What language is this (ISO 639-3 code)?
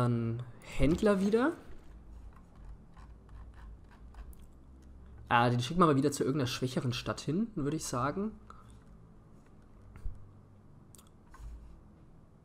deu